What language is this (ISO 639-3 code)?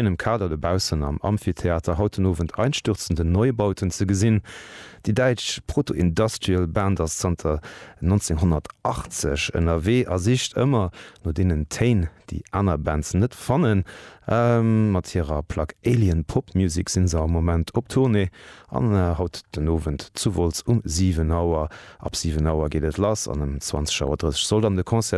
ltz